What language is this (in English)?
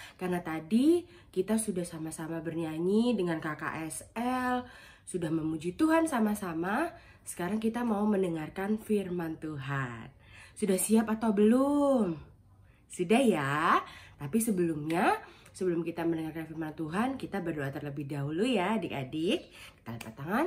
Indonesian